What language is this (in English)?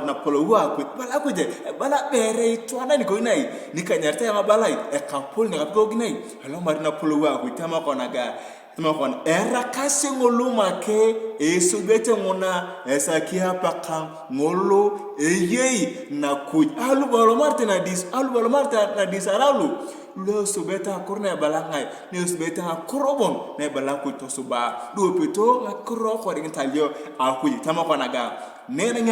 Turkana